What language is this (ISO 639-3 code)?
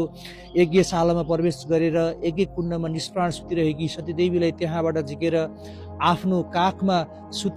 nep